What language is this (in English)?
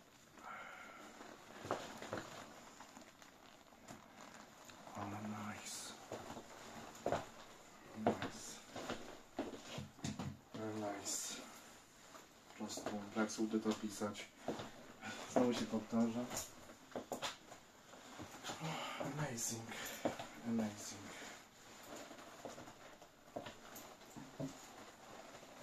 Polish